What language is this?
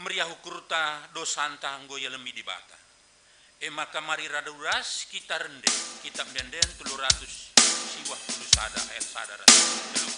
Batak Karo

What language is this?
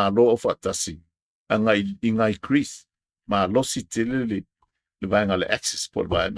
Samoan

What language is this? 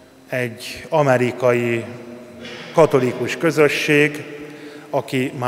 Hungarian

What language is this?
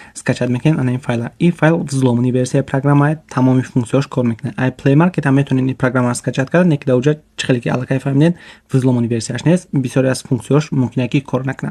Tajik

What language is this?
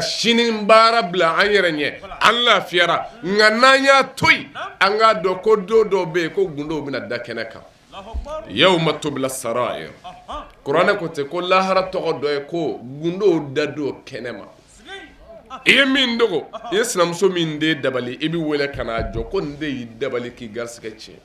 Bambara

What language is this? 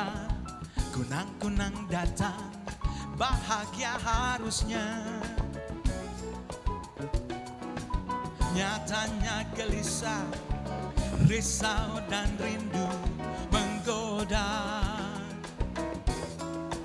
Indonesian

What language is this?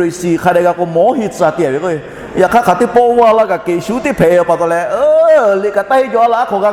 Lahu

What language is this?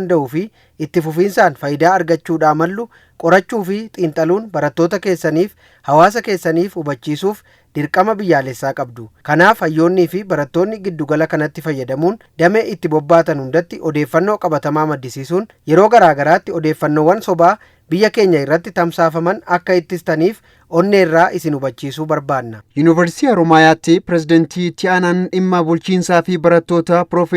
Oromo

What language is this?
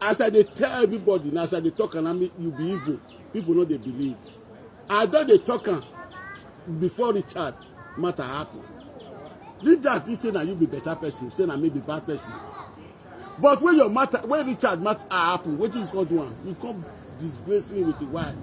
Nigerian Pidgin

